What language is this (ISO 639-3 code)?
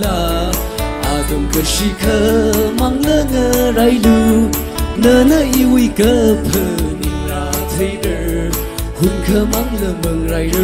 nmf